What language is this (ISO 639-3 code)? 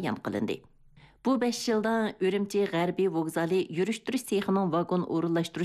uig